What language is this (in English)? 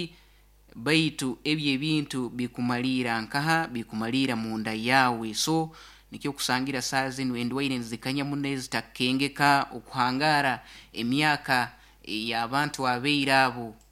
Nyoro